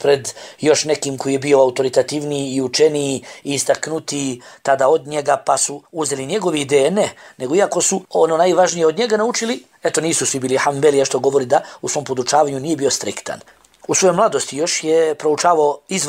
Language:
Bosnian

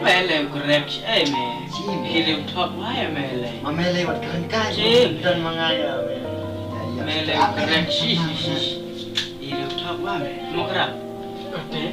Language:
Khasi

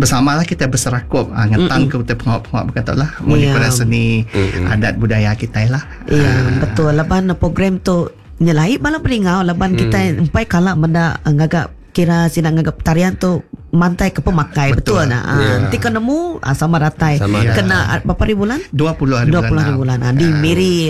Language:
Iban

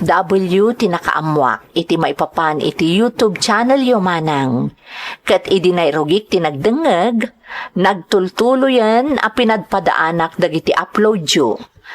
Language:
Iloko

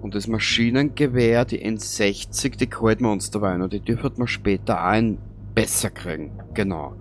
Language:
Bavarian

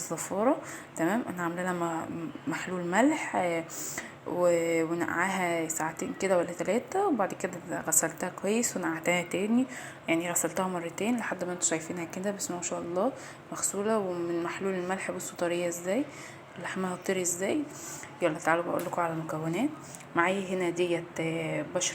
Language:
Egyptian Arabic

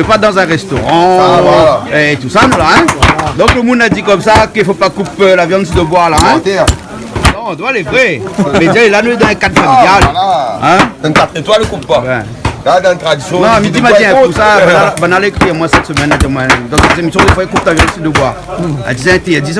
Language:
Réunion Creole French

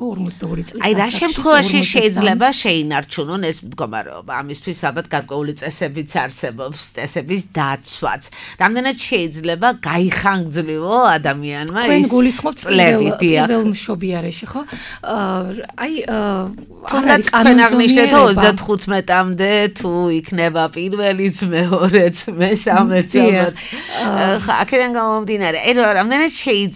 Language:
Georgian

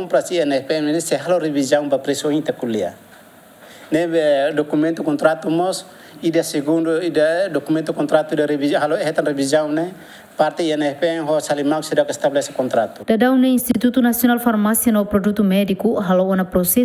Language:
Tetum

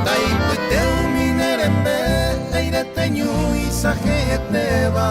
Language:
Guarani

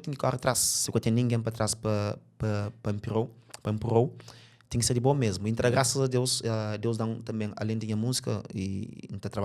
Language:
Kabuverdianu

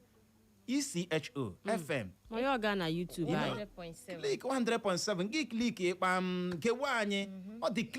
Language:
Igbo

